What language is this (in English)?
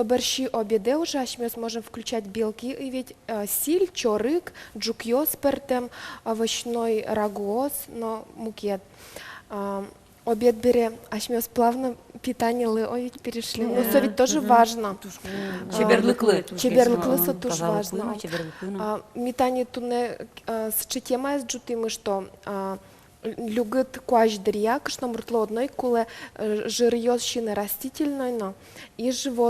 Udmurt